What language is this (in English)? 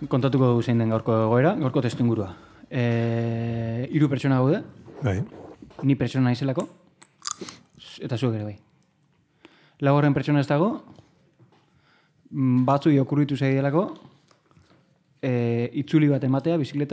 Basque